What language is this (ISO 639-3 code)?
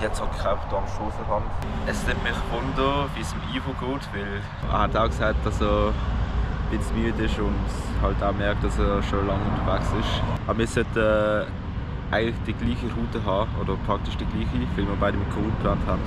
gsw